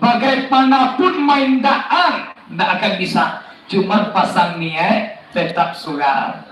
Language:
Minangkabau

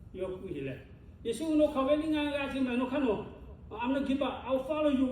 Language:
Lahu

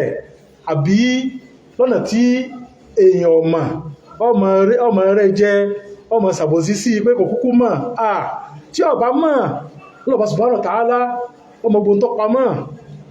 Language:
Yoruba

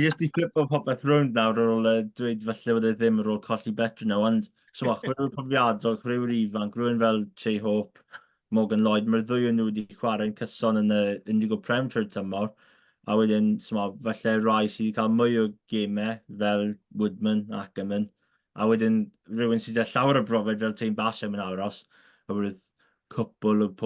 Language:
Welsh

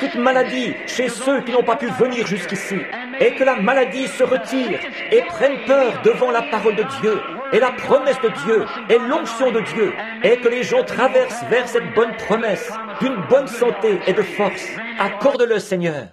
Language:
French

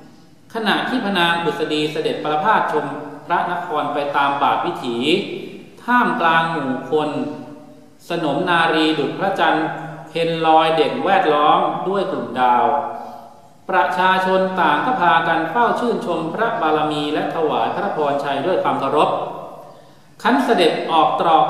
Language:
Thai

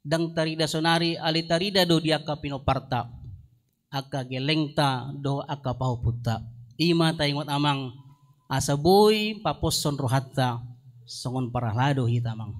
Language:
Batak Toba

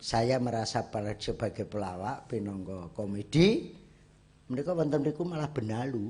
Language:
Javanese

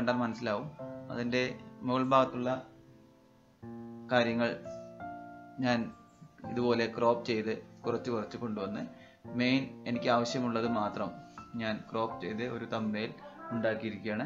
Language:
Malayalam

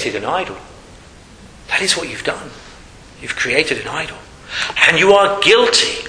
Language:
English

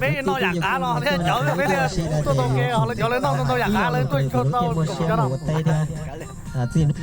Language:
Hmong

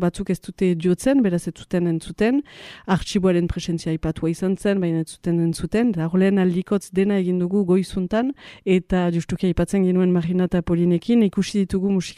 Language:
Basque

